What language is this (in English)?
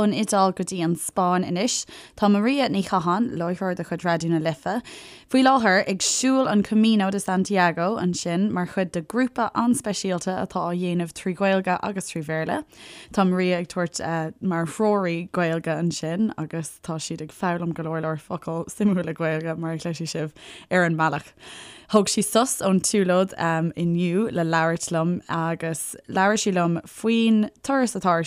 Irish